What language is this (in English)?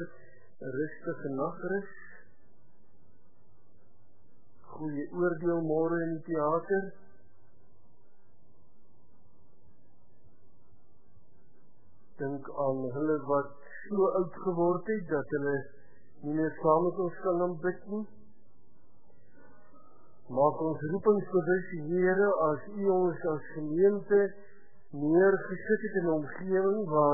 Afrikaans